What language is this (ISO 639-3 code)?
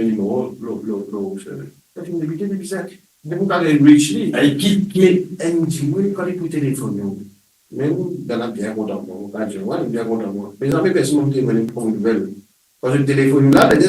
mfe